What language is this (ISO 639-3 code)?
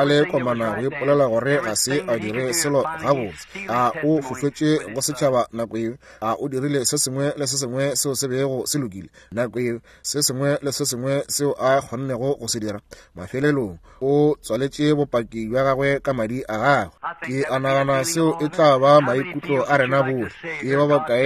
nso